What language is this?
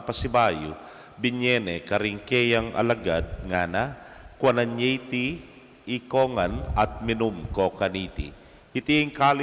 Pampanga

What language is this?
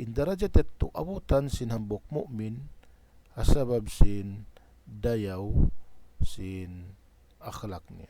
Tausug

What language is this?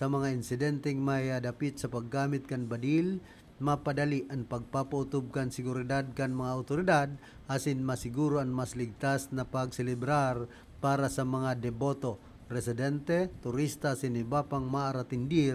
Bikol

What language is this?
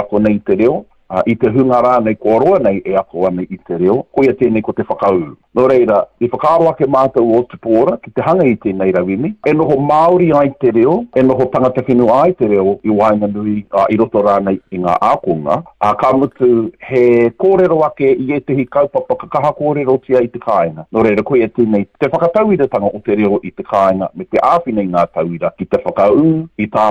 Māori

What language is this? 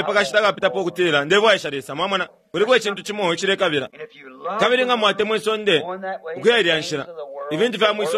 Bemba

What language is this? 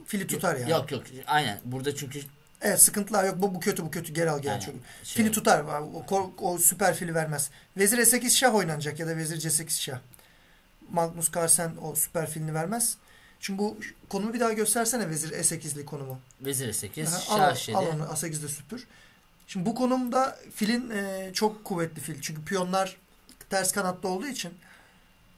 Turkish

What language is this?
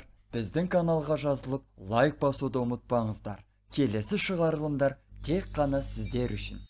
Kazakh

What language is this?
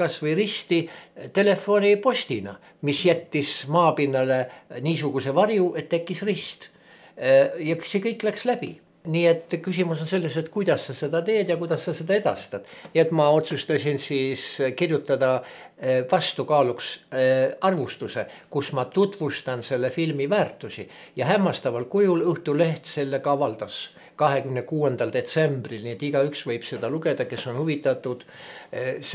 Estonian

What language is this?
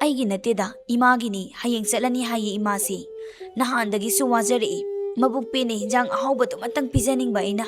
Manipuri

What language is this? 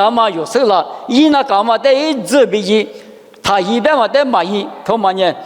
Lisu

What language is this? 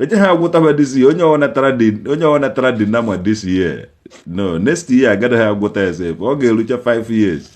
Igbo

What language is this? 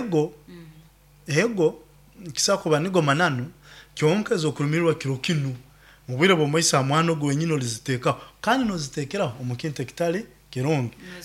Nyoro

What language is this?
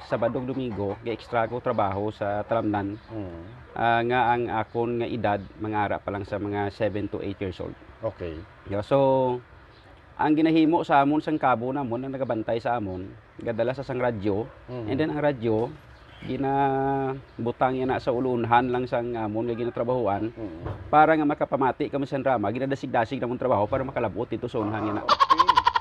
Hiligaynon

